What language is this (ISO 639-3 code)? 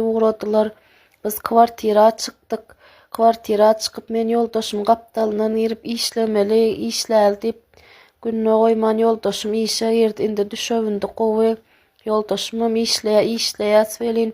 tuk